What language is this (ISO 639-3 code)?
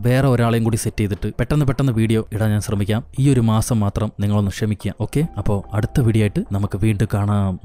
mal